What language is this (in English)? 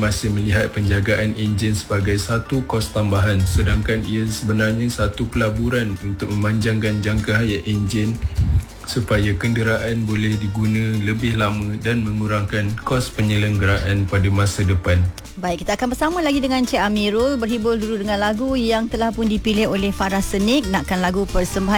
Malay